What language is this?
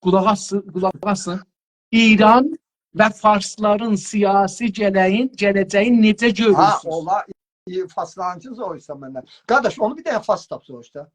South Azerbaijani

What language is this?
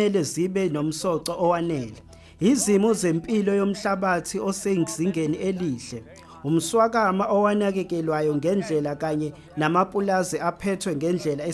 Zulu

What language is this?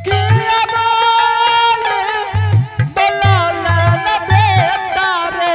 Angika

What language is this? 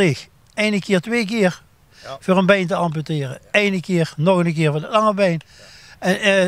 Limburgish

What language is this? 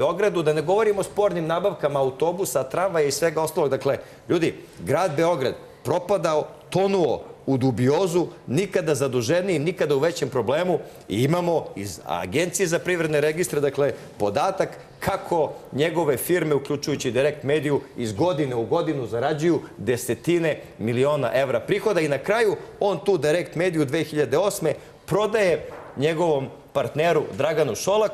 Serbian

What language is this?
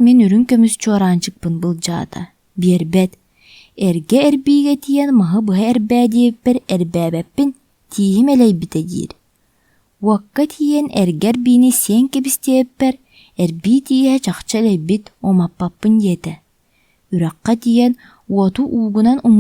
Yakut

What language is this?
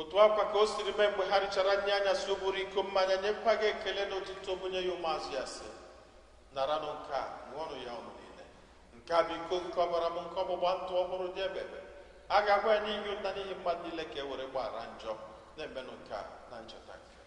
Igbo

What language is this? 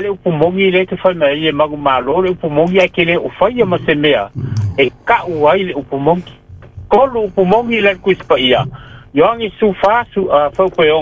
Samoan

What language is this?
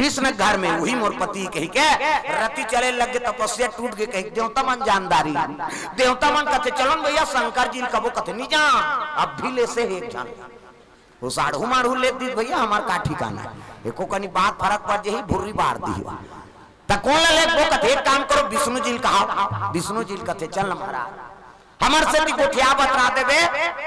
Chhattisgarhi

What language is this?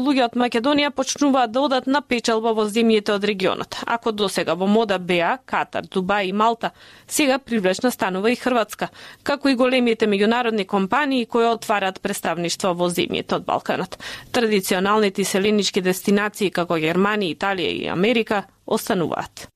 Macedonian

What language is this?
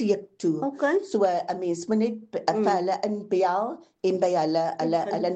Afrikaans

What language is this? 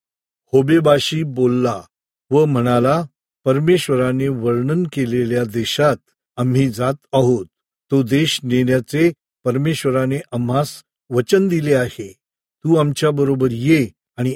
Marathi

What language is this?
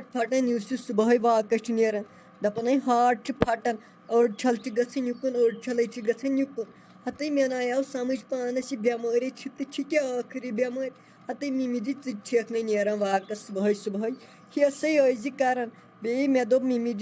Kashmiri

